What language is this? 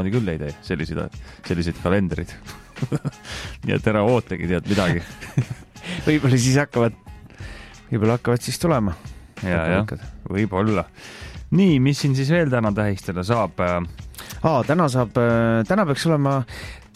Estonian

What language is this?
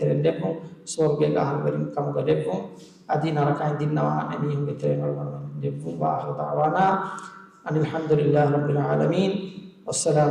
Divehi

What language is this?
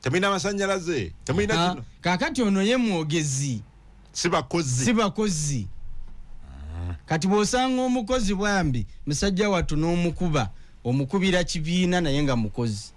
Ganda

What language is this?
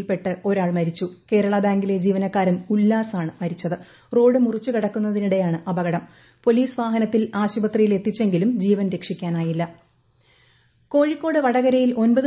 Malayalam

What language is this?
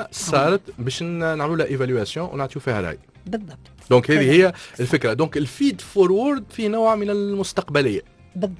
Tunisian Arabic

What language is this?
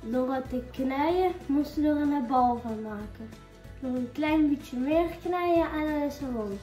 Limburgish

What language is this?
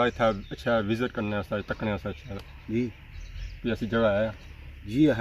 Pahari-Potwari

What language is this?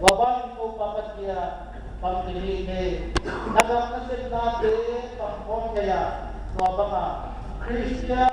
Tedim Chin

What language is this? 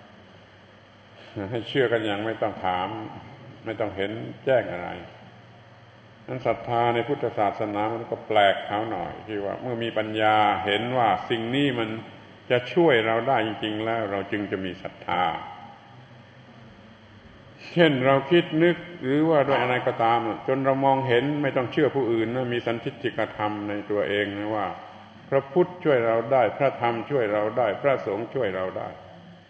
Thai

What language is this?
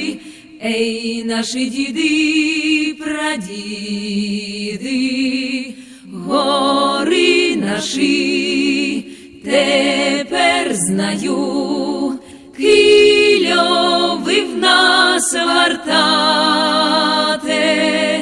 Rusyn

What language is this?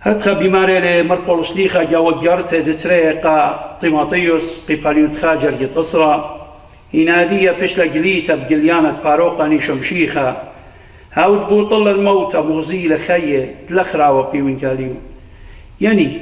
Assyrian Neo-Aramaic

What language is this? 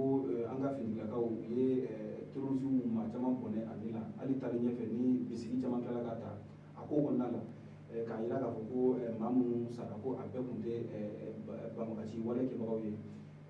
Bambara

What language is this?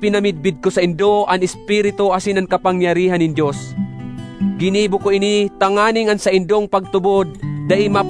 Bikol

